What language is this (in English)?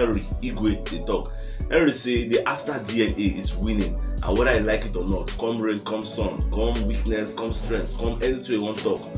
Nigerian Pidgin